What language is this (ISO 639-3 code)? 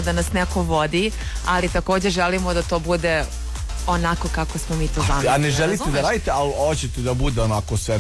srp